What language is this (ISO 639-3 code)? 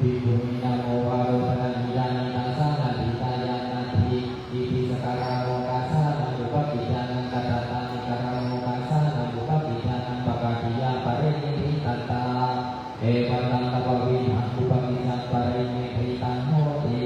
pli